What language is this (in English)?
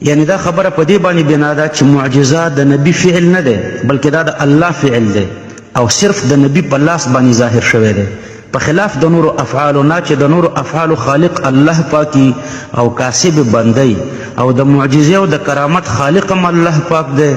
Pashto